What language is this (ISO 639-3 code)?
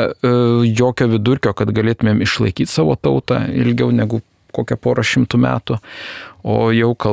lit